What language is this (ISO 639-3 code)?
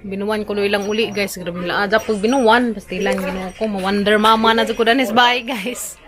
ceb